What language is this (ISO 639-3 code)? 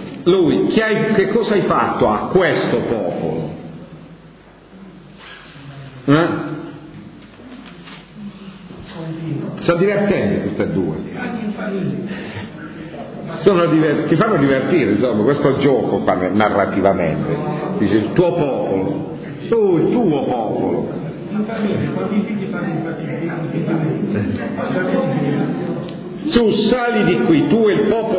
ita